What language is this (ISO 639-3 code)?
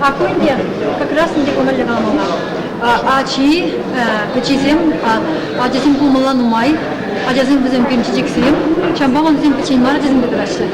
chv